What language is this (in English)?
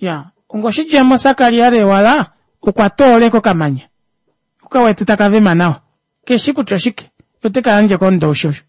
Kuanyama